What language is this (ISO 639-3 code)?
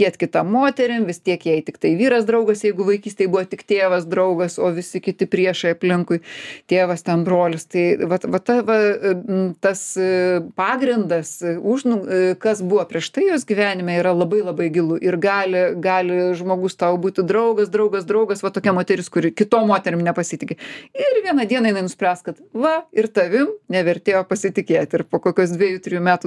lit